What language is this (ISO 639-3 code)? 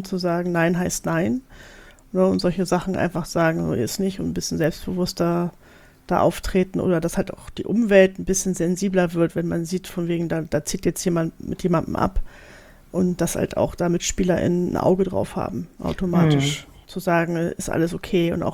deu